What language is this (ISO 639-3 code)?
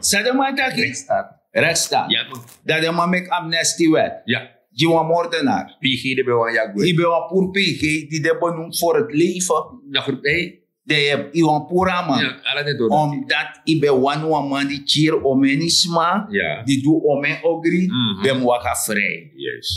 srn